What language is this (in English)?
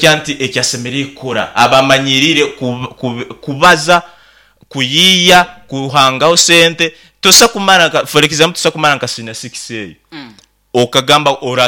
Nyankole